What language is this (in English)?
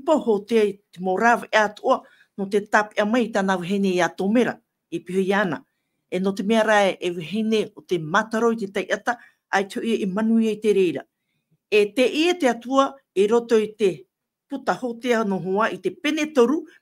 Tahitian